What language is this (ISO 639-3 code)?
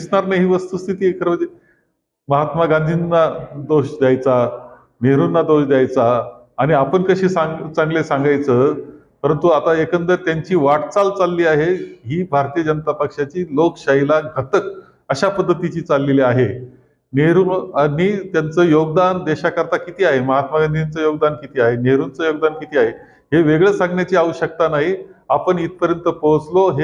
mar